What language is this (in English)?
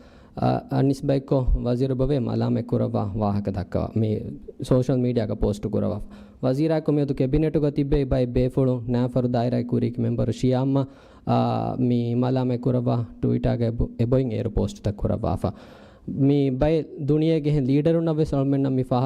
Divehi